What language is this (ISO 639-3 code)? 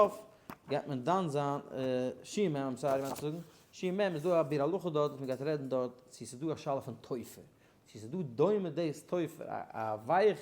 yid